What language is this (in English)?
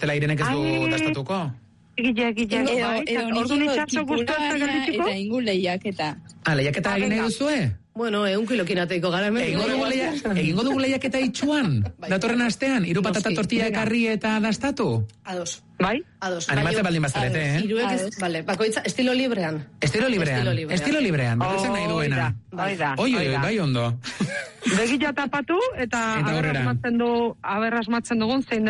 Basque